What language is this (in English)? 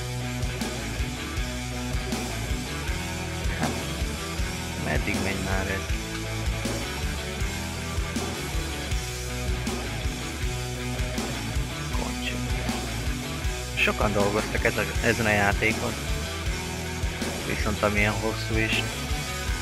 Hungarian